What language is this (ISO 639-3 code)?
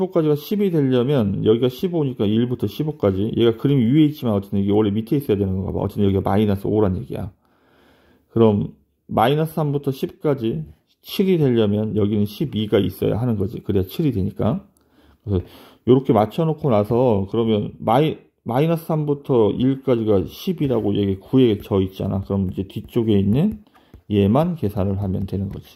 kor